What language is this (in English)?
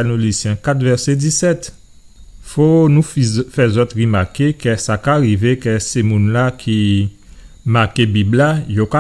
Guadeloupean Creole French